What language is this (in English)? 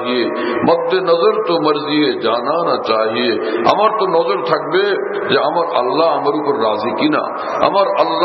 Bangla